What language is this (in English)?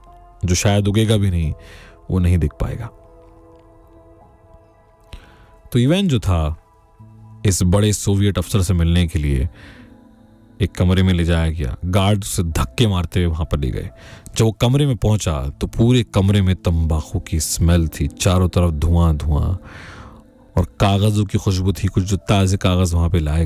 Hindi